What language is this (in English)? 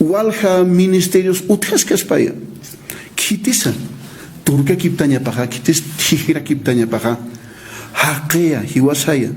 Aymara